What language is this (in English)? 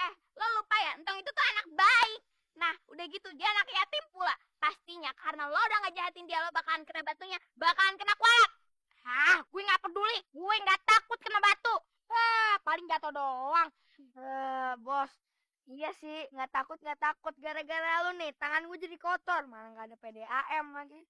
Betawi